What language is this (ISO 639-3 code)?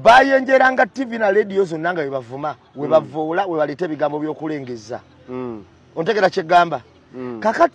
lug